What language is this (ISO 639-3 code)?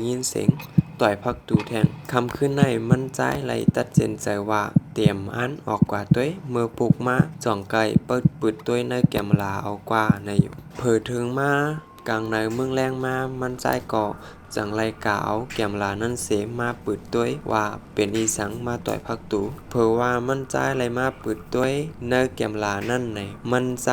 shn